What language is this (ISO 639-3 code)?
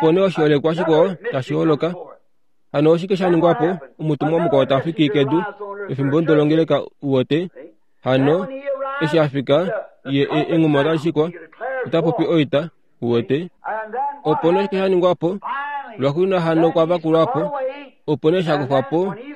kua